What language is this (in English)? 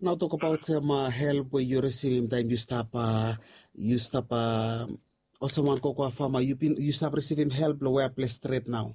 Bislama